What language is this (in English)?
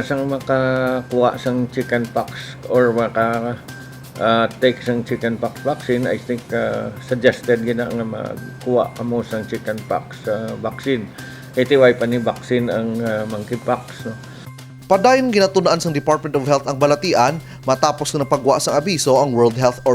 Hiligaynon